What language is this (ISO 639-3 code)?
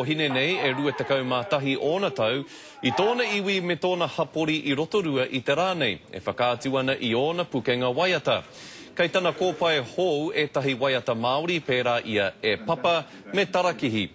mri